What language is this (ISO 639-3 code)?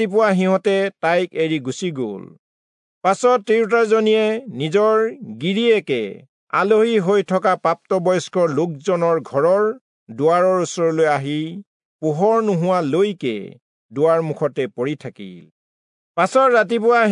asm